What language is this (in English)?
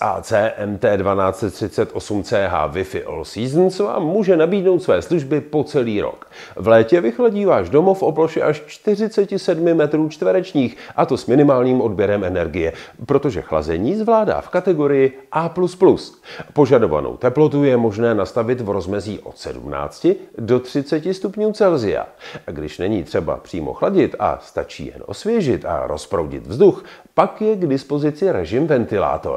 Czech